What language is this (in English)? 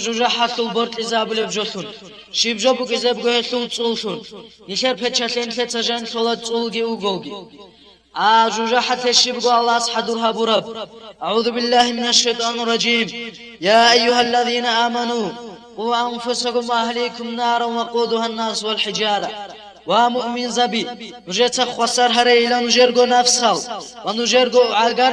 Avaric